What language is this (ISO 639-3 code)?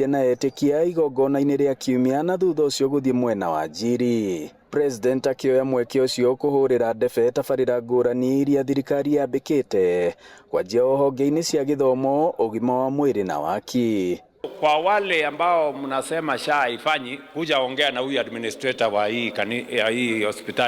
kik